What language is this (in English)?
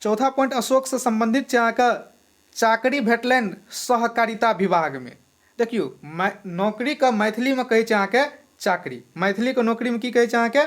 Maithili